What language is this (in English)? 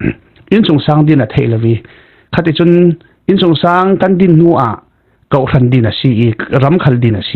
Falam Chin